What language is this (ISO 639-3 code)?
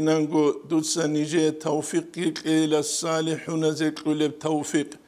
ava